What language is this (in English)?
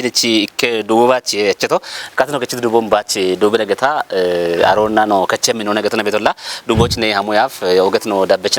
Kafa